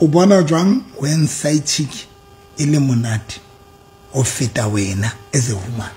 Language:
Southern Sotho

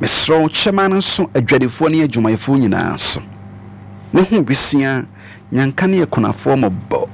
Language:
Akan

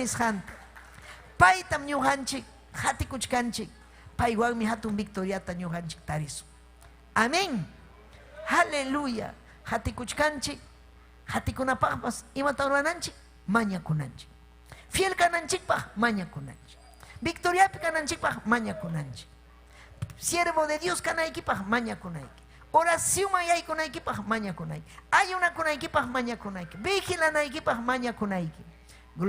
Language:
Ayacucho Quechua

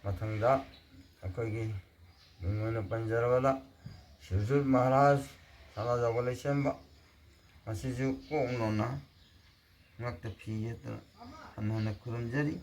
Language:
Manipuri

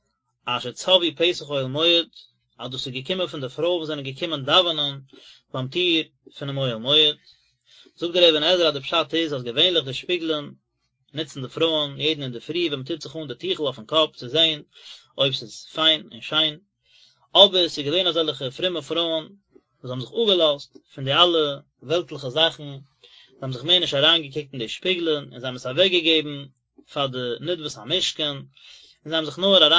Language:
Yiddish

